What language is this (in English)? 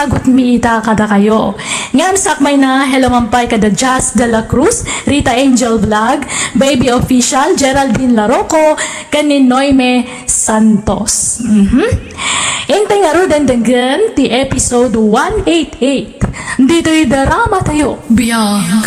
Iloko